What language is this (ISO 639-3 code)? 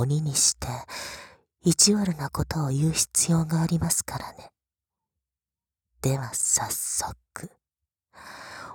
jpn